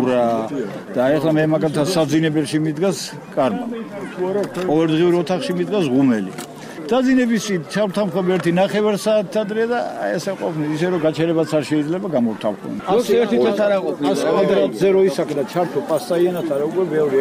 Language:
Georgian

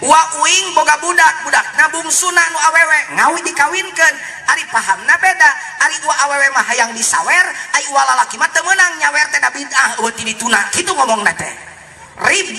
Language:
Sundanese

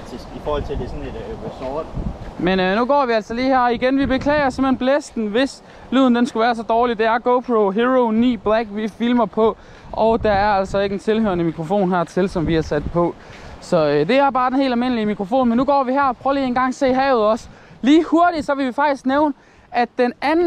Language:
Danish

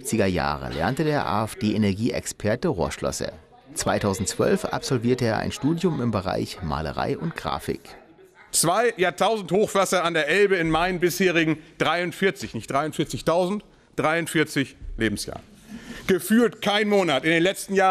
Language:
German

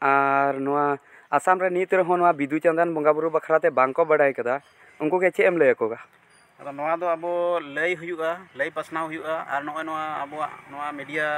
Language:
Santali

